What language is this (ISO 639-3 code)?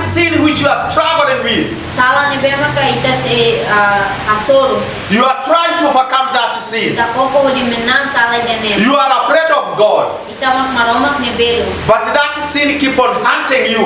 tet